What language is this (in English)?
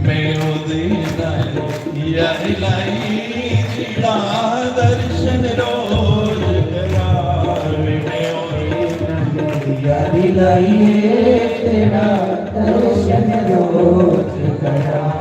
Dogri